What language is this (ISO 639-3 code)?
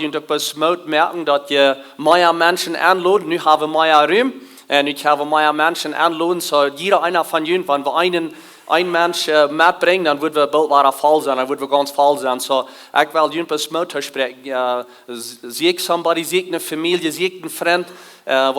pdt